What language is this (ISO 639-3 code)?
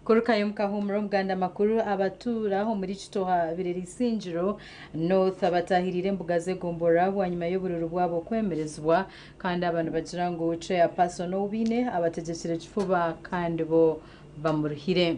nyn